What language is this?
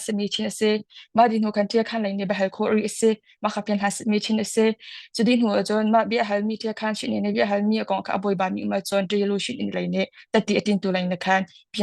Hakha Chin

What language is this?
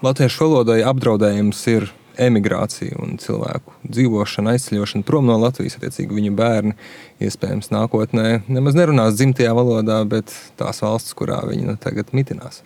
Latvian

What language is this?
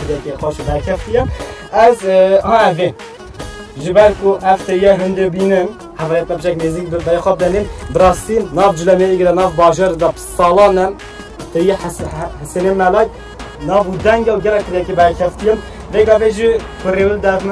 Kurdish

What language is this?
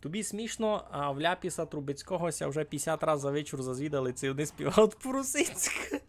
Rusyn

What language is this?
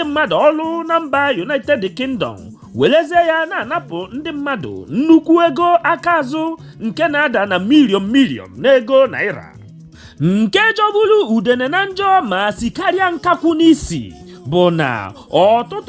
Igbo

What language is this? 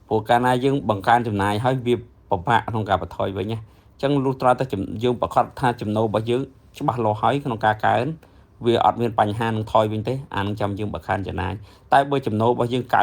Khmer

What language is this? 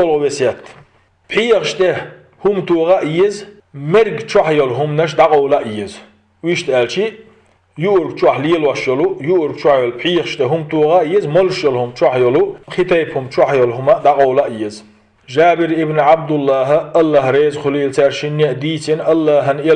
Chechen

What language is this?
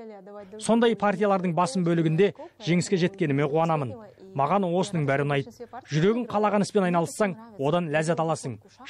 Kazakh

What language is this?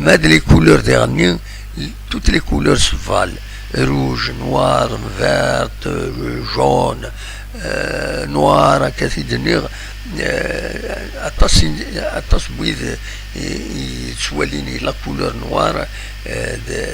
Kabyle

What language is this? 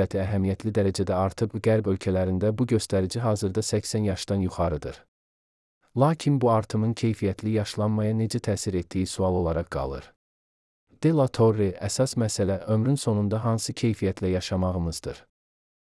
Azerbaijani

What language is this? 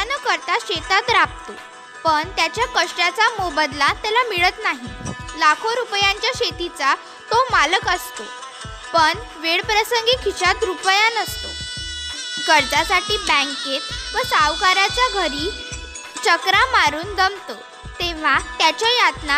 Marathi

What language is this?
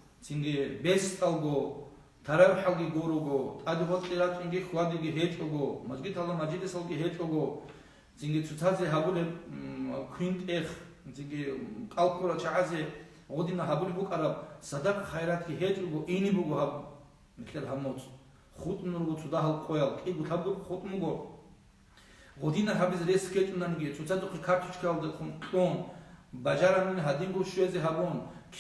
Avaric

